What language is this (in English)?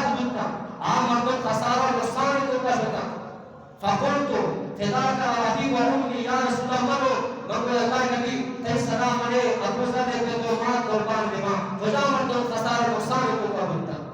Eastern Balochi